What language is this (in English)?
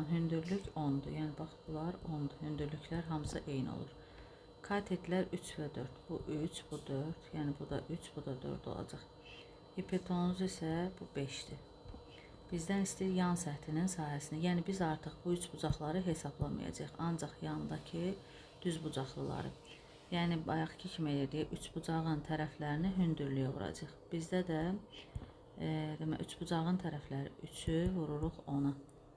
Azerbaijani